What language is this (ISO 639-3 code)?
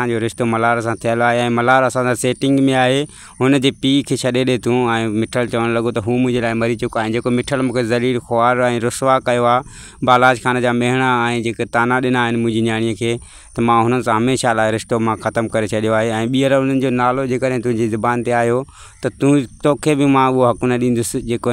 snd